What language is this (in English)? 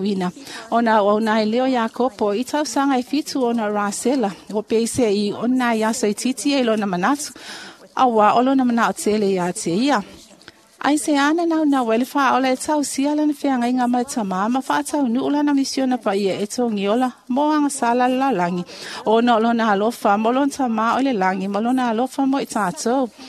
Samoan